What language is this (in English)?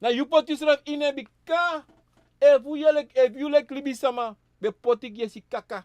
Sranan Tongo